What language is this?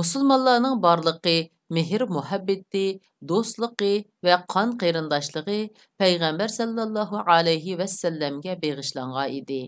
Uyghur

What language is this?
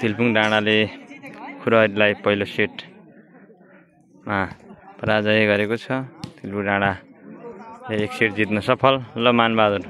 Nepali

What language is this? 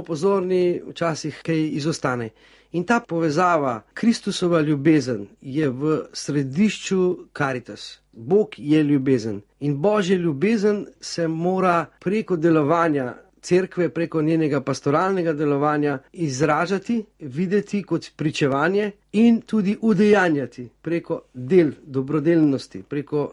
Slovenian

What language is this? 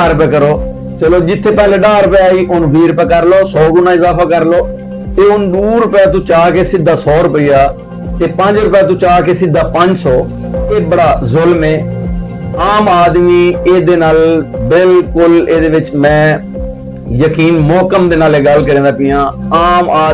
Saraiki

